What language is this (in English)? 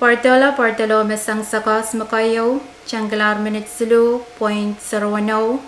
Pohnpeian